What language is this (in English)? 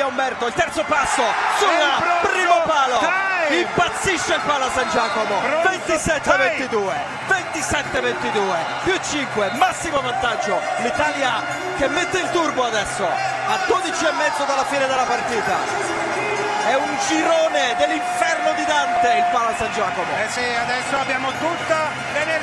Italian